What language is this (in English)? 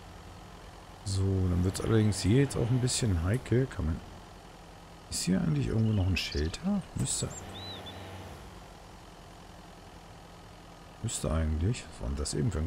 German